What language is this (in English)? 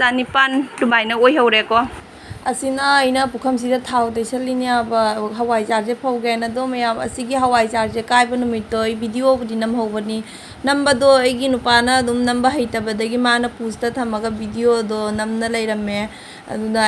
Manipuri